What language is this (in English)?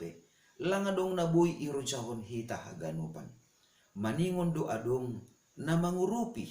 Batak Simalungun